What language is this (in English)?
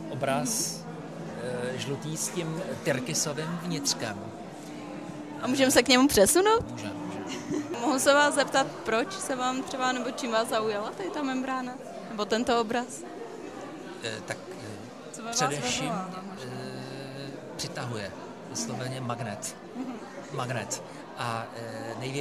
Czech